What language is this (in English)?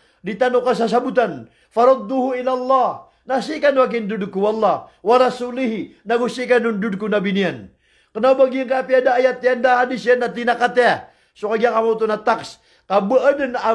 Maranao